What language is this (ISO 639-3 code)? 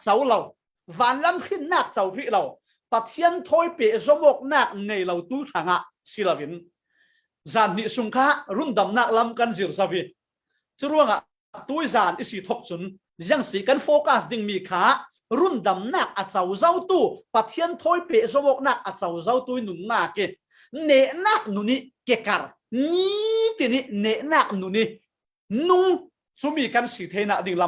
cfm